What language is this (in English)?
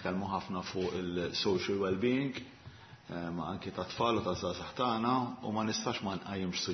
Maltese